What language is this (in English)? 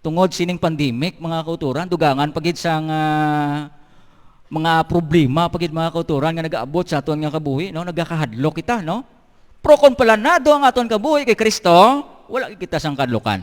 Hiligaynon